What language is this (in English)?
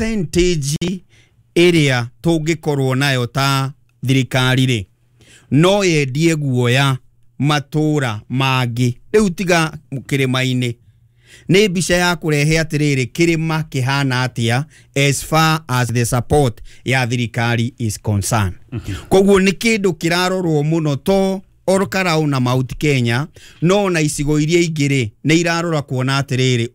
Kikuyu